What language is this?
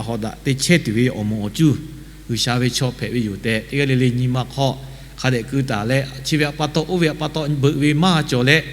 Lahu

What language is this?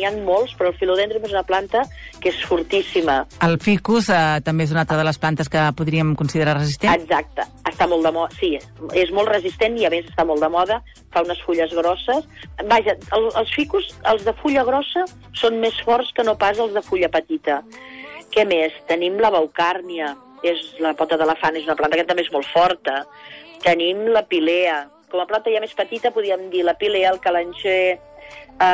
Catalan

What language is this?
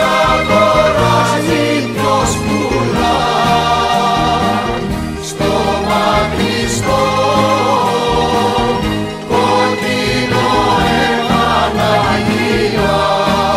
Greek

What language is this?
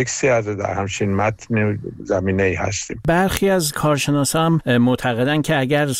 Persian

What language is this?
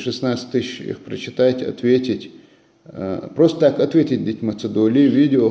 Chechen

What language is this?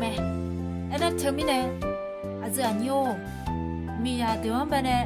Akha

